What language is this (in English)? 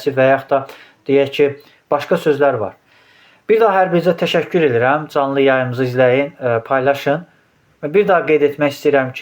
Azerbaijani